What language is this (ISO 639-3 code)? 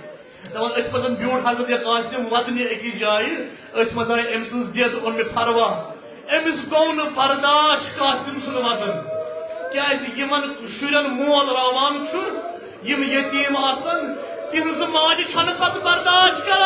kas